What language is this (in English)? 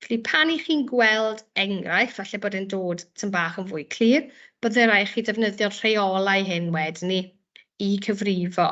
Welsh